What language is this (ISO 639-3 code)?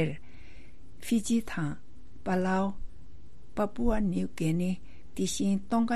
bod